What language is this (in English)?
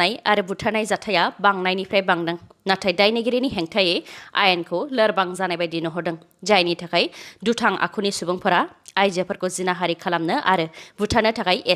Bodo